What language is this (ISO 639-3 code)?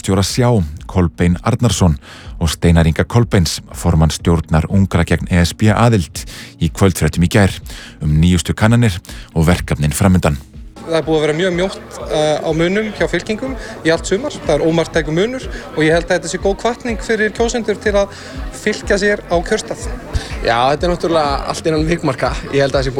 isl